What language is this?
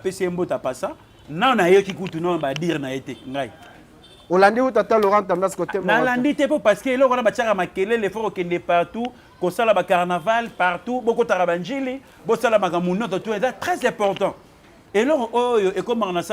Lingala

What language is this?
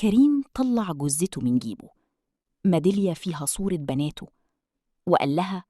Egyptian Arabic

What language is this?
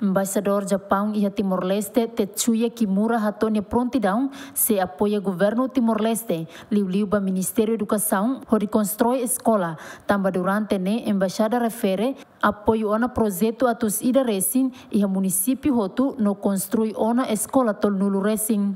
Tetum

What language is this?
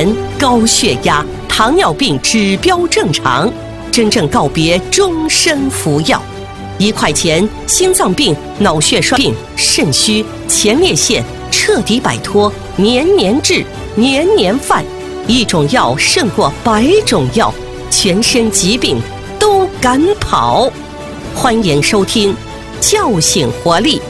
Chinese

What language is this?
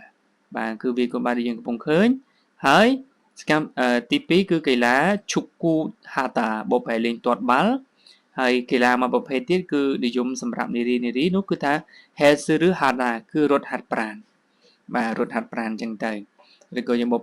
Khmer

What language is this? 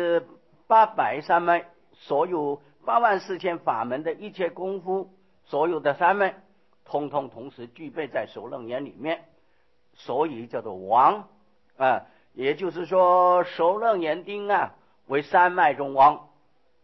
Chinese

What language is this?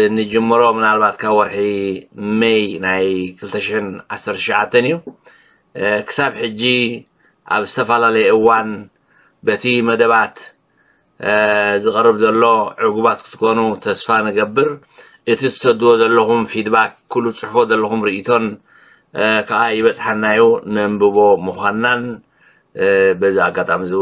Tigrinya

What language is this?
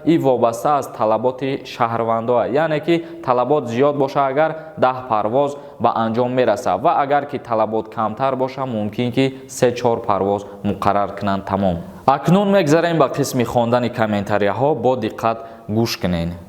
Tajik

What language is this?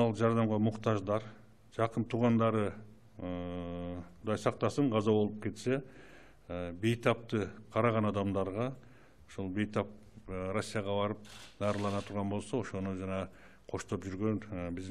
Kyrgyz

